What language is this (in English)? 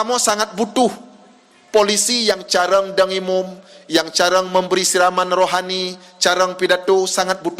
Achinese